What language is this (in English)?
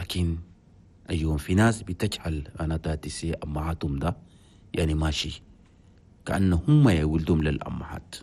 Chadian Arabic